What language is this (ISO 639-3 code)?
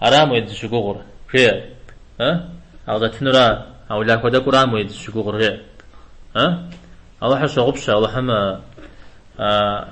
kbd